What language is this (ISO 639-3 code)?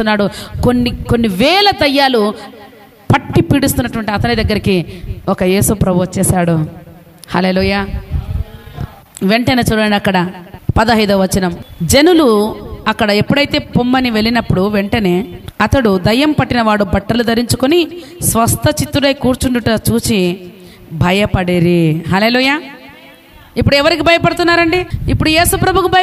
tel